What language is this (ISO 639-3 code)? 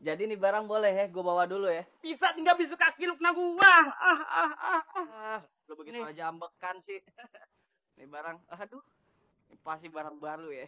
bew